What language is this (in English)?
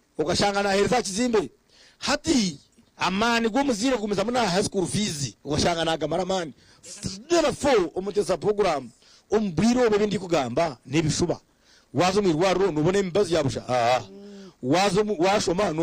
Nyankole